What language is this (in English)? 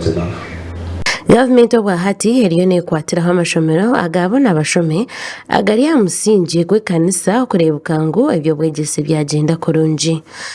Nyankole